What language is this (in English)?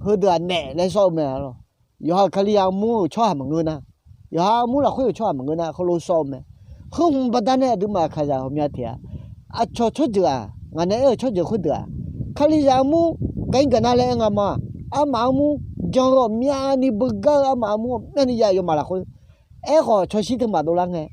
Akha